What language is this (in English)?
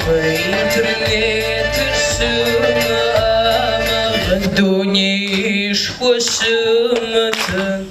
Kabardian